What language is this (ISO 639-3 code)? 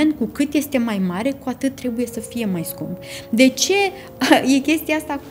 ron